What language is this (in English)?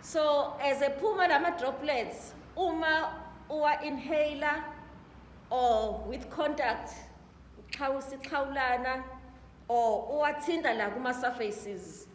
Zulu